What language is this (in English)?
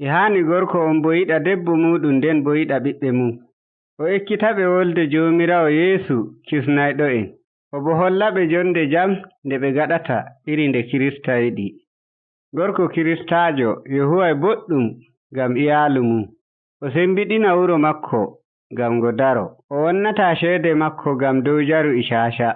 Nigerian Fulfulde